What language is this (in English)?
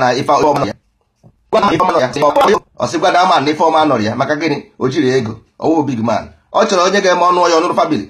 Igbo